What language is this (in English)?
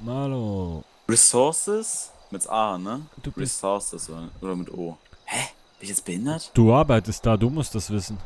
Swiss German